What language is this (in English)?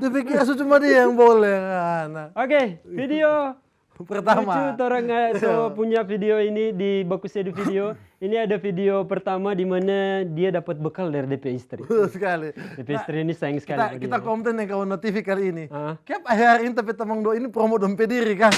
Manado Malay